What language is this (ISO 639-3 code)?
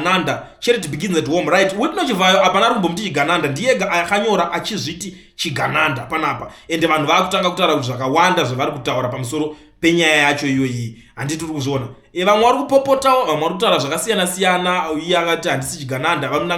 sna